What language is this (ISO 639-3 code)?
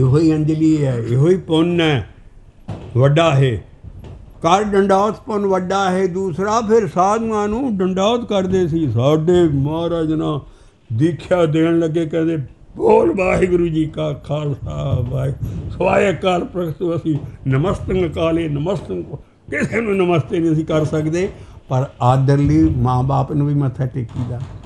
pan